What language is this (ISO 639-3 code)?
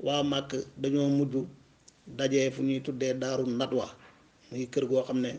wol